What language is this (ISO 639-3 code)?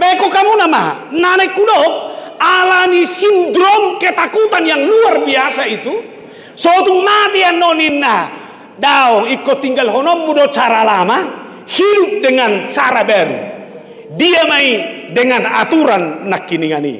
bbc